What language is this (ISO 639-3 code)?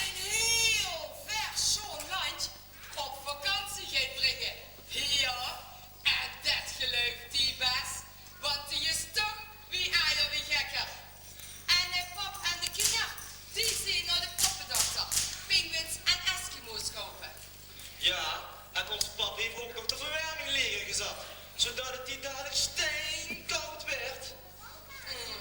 lim